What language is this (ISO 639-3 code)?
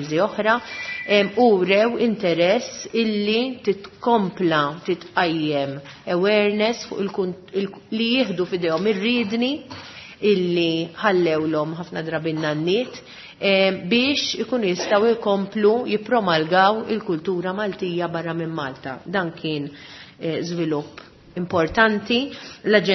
mlt